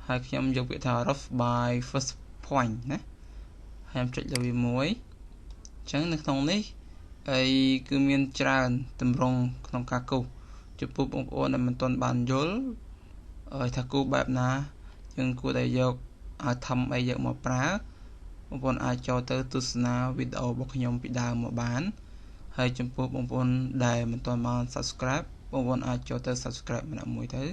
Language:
Khmer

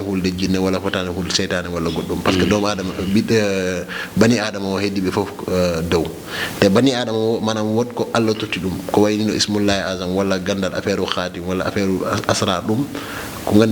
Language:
Fula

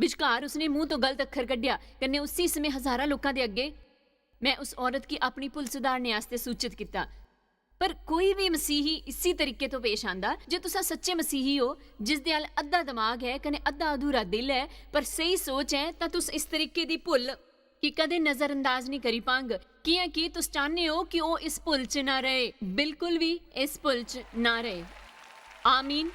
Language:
Dogri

